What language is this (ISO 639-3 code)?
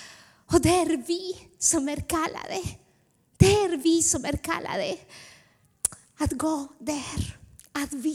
swe